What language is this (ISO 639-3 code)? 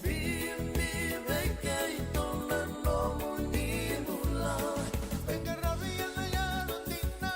fij